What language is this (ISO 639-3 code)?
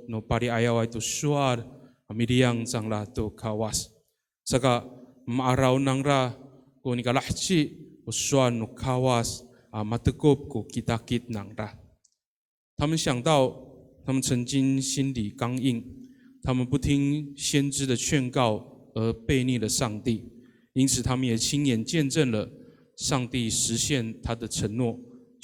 ami